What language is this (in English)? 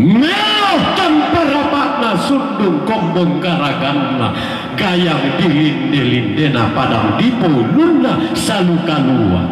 Toraja-Sa'dan